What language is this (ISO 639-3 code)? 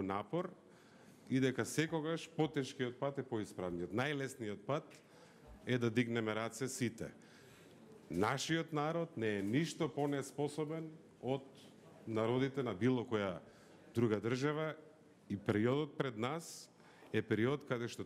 mkd